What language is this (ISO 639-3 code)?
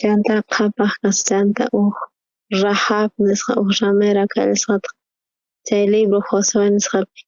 quh